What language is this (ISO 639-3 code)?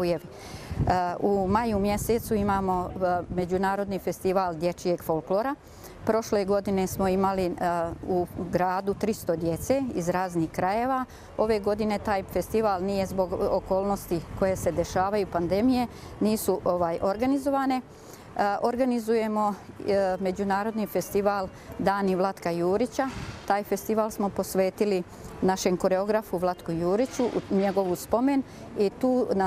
bos